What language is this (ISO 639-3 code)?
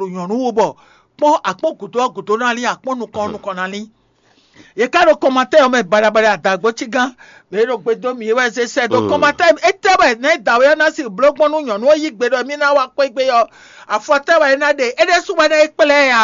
fon